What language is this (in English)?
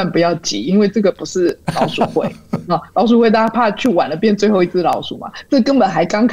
Chinese